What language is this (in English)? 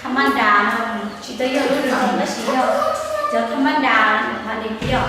Hmong